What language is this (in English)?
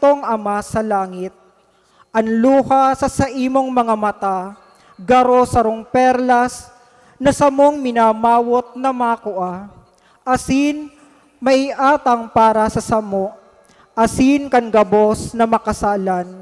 Bikol